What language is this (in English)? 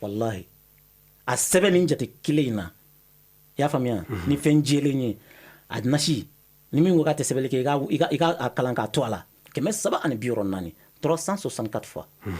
Bambara